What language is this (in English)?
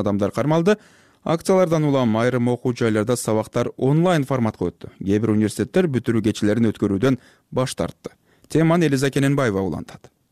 Kyrgyz